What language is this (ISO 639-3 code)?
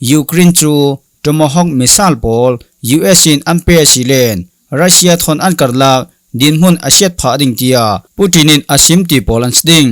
cfm